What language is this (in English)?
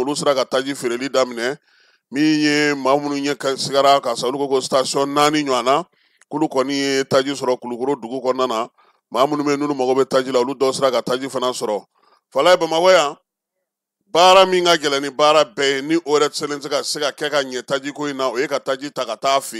Bambara